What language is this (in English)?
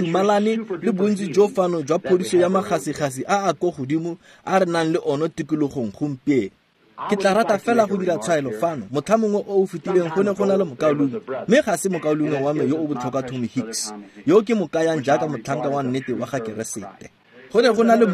Tswana